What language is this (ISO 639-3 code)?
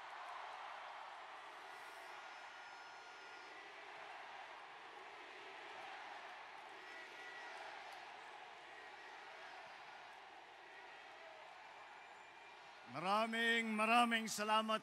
fil